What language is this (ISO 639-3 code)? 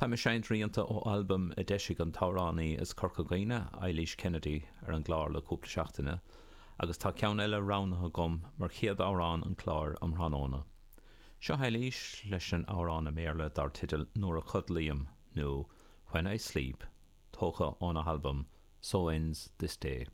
gle